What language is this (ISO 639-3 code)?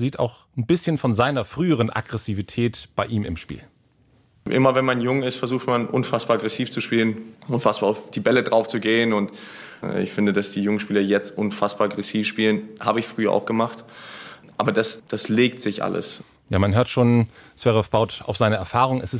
deu